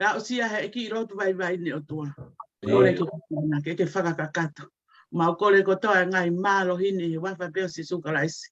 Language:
Tongan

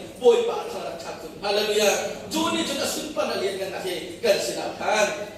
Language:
Hakha Chin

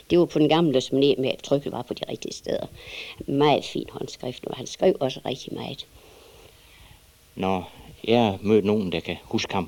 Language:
Danish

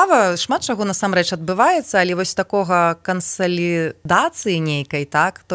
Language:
Belarusian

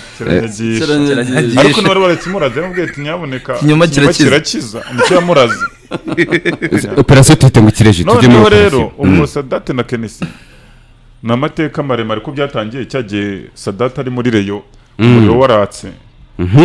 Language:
Kinyarwanda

